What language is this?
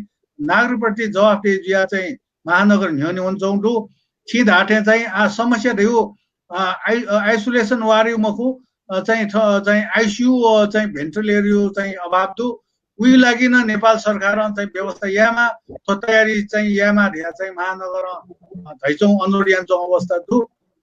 Newari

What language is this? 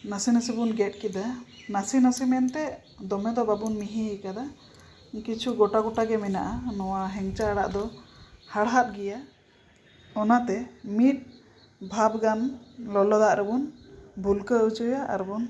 Santali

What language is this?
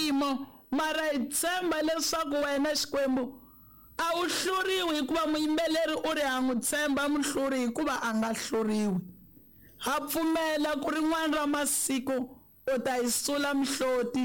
Tsonga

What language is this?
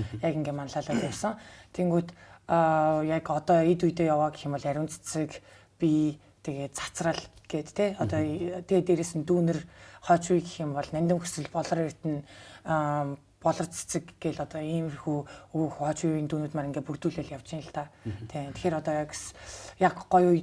Mongolian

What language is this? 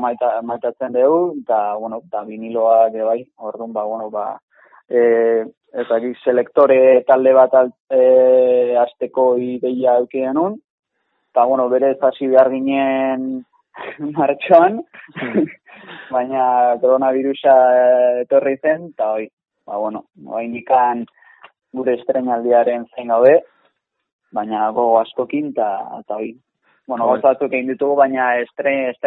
Basque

